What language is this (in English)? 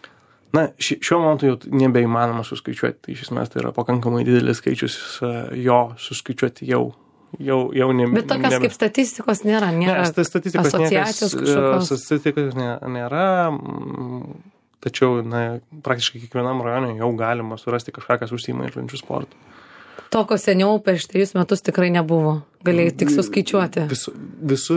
Lithuanian